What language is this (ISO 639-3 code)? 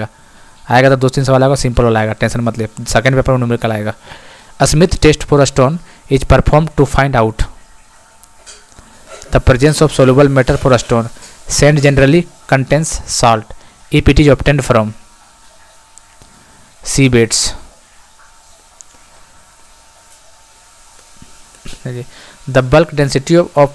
hin